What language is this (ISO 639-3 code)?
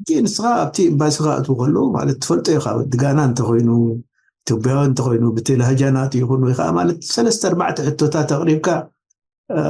tir